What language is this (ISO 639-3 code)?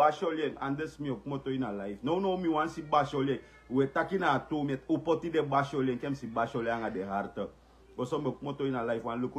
srn